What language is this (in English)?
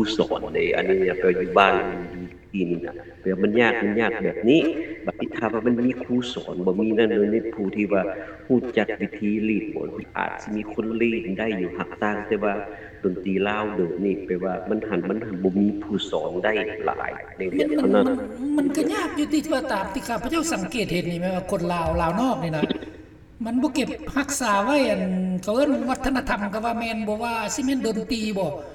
Lao